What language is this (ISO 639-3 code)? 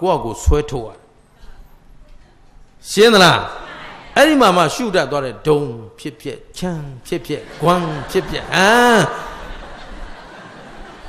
mya